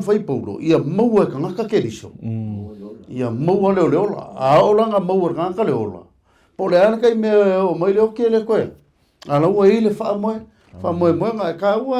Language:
Samoan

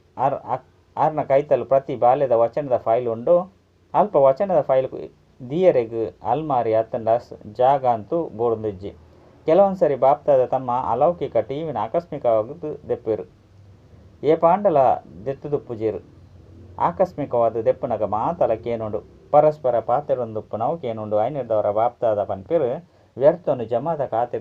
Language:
Tulu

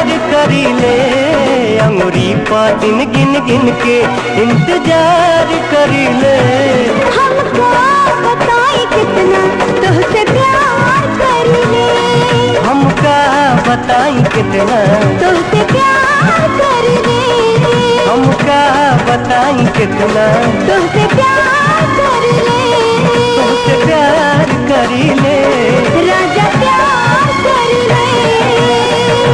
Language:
Bhojpuri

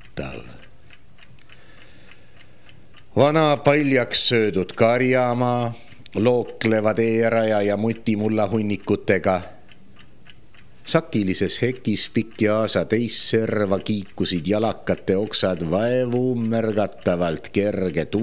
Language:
Estonian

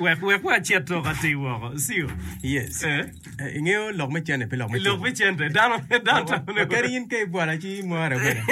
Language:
Acoli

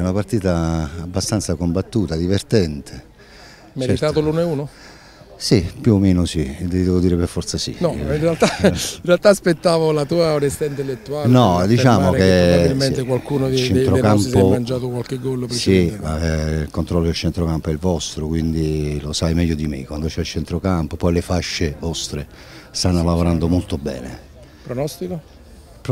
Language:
Italian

